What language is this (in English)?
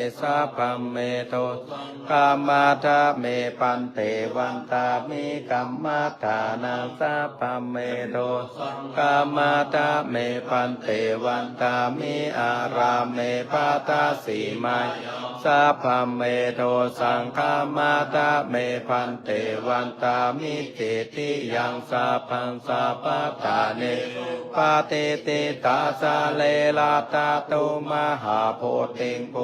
Pali